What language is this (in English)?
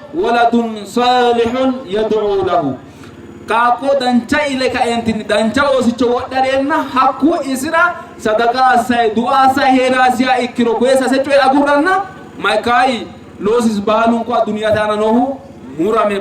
Sidamo